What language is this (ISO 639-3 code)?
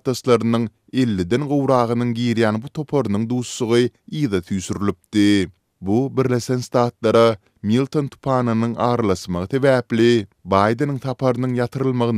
tuk